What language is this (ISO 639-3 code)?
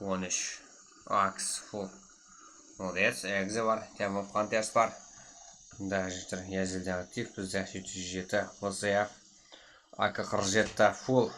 kaa